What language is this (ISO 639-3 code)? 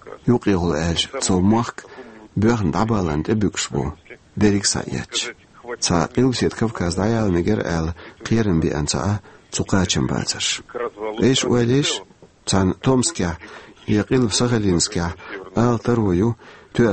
che